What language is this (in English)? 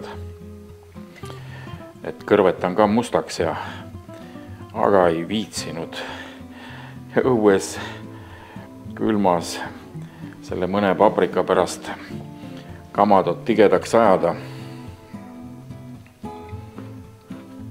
Estonian